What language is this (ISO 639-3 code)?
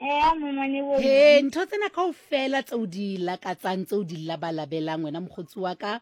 sot